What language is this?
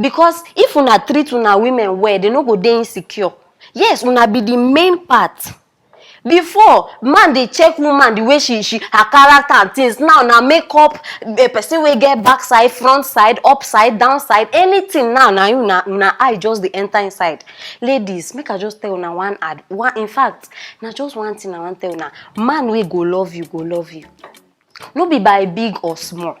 Nigerian Pidgin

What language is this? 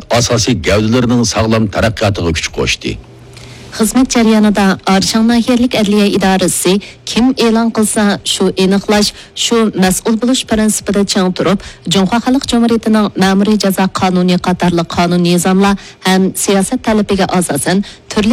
Uyghur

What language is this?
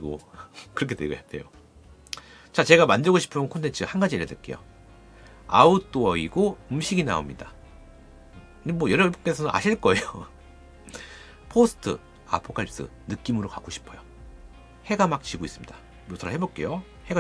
Korean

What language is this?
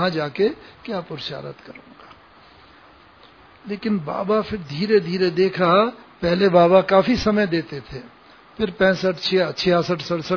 Hindi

